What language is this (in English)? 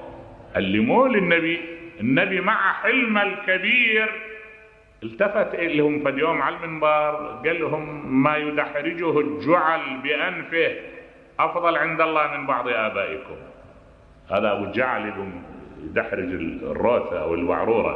Mesopotamian Arabic